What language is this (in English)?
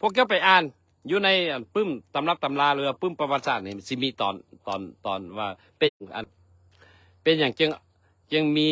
Lao